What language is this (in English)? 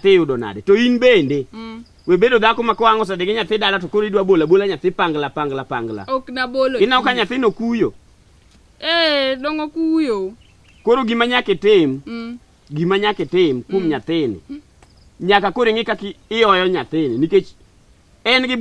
Luo (Kenya and Tanzania)